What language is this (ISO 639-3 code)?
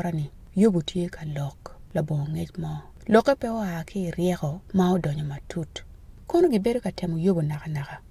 ach